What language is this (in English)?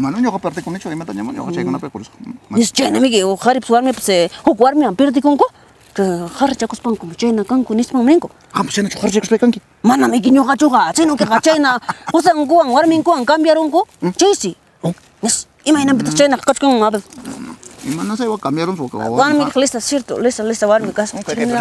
Ayacucho Quechua